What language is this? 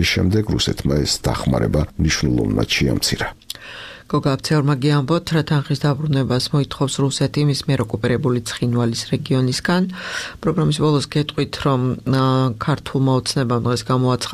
Georgian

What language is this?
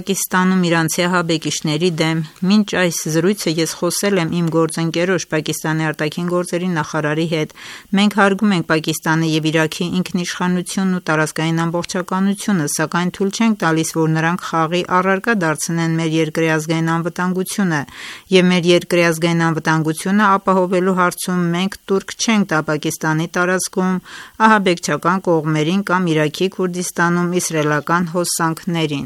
Armenian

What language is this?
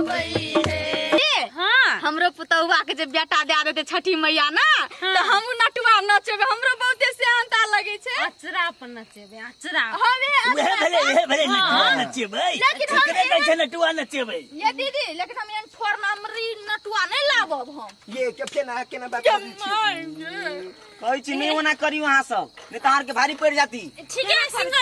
Maithili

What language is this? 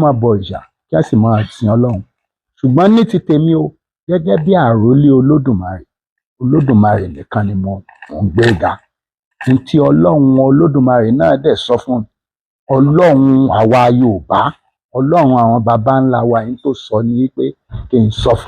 Yoruba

